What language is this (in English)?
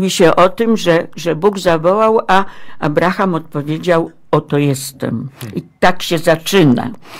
Polish